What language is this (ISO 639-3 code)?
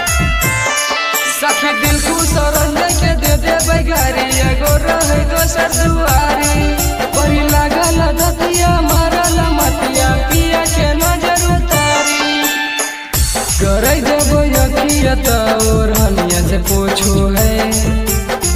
bho